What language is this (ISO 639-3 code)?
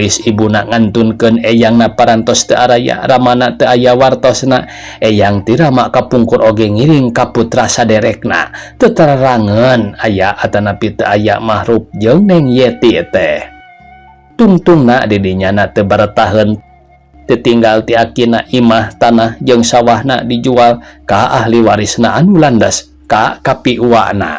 sun